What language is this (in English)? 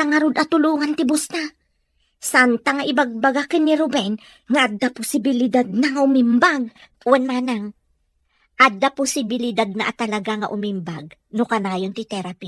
Iloko